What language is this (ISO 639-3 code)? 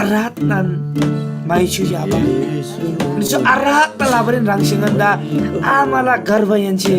taj